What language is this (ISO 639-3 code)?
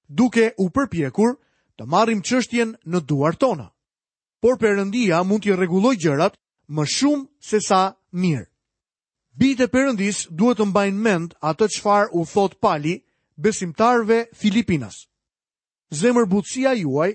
sqi